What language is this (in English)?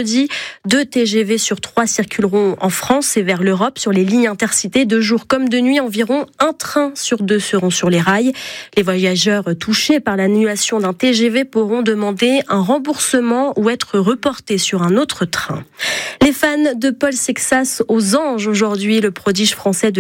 French